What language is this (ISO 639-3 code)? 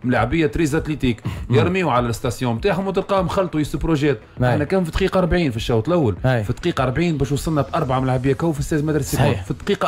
aeb